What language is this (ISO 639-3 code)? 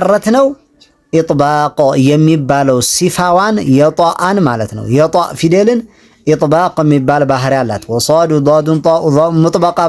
amh